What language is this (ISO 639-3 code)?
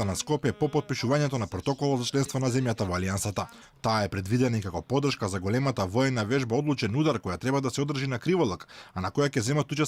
mkd